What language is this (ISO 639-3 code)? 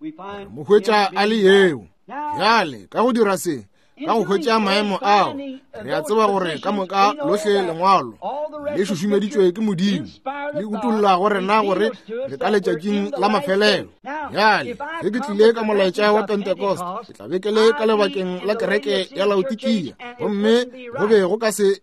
nso